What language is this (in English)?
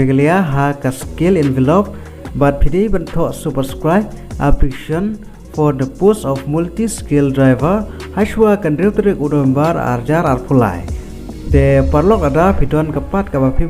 Khasi